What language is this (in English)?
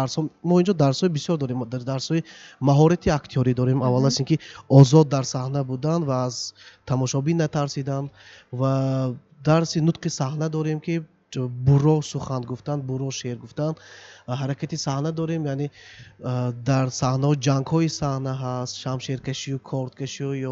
Tajik